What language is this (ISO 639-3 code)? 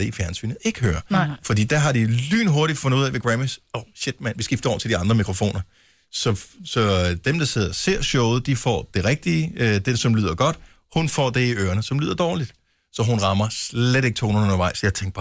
dan